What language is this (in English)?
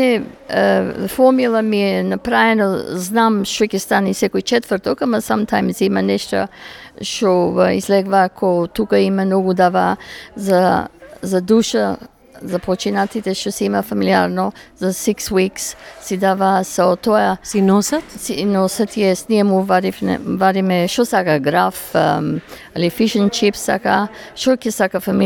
Macedonian